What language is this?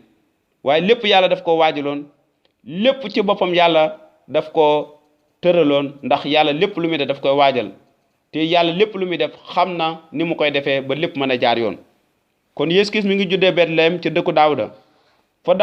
Wolof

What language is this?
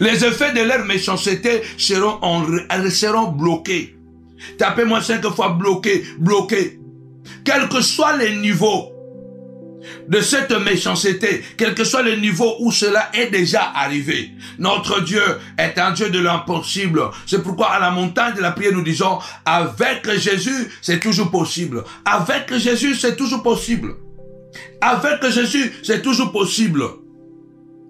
French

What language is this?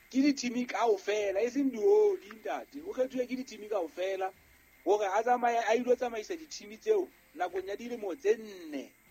Southern Sotho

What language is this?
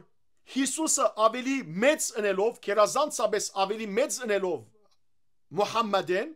Western Armenian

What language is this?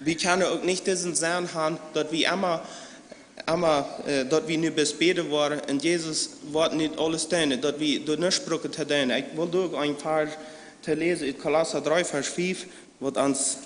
Plautdietsch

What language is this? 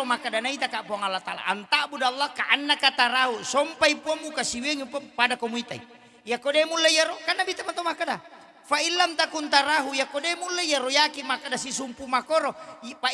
Buginese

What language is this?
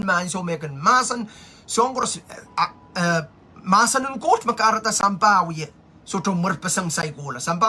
Pohnpeian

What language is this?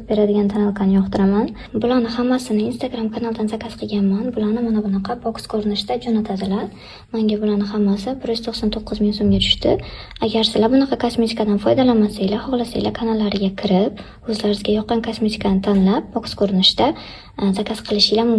Uzbek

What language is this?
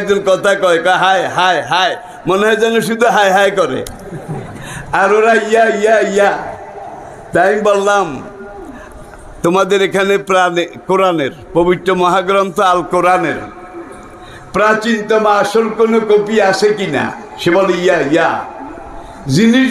Bangla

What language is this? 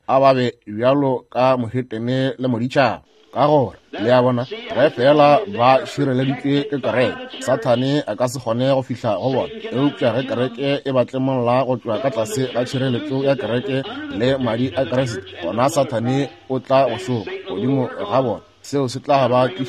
Northern Sotho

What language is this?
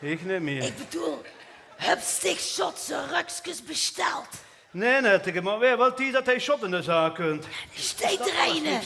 Limburgish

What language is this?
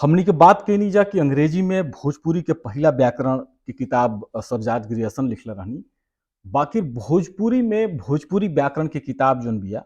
Bhojpuri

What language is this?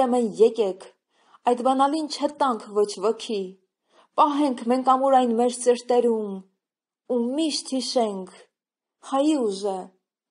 Armenian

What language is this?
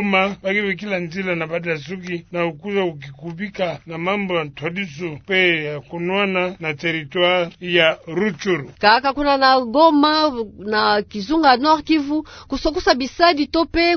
Kituba (Democratic Republic of Congo)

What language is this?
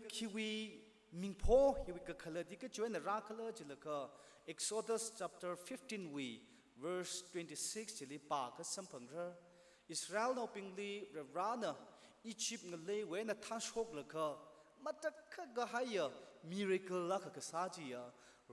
Tangkhul Naga (India)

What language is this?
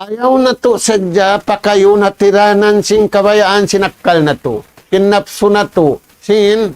Tausug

